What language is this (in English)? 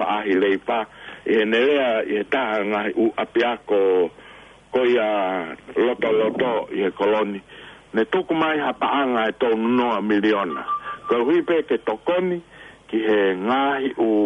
Tongan